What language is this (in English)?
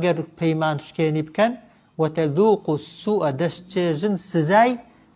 Central Kurdish